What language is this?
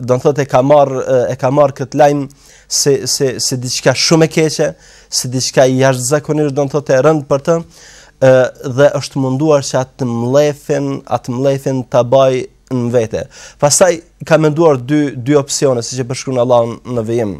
Albanian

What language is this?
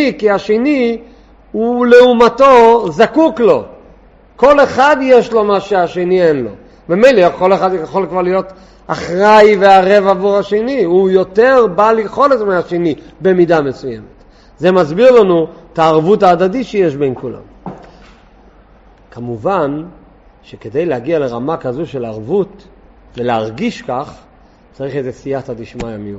Hebrew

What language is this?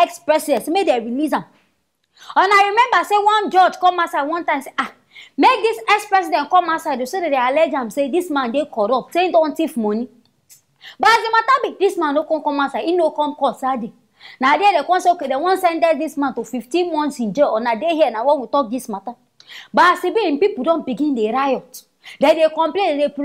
Nigerian Pidgin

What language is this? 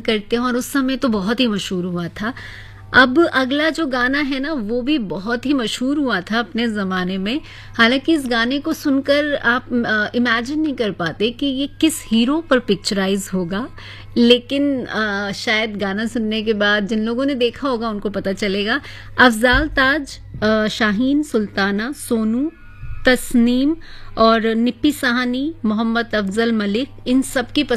Hindi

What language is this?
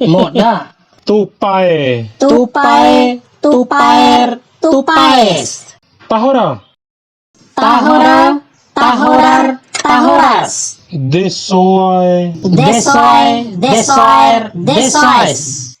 Bima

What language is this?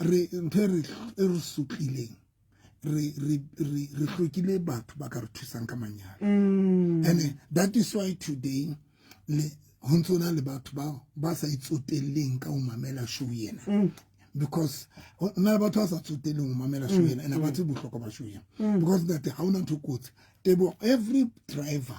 Southern Sotho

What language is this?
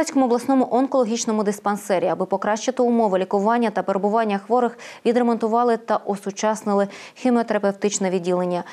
Ukrainian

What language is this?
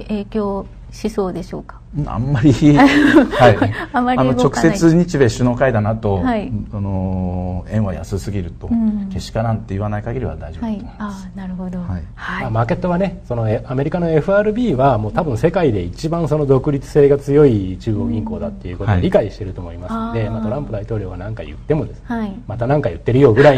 Japanese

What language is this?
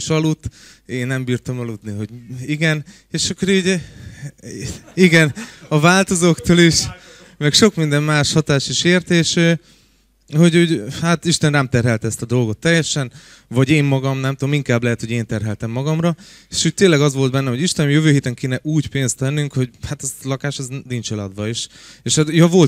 Hungarian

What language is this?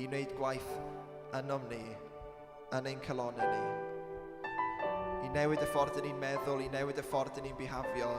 Welsh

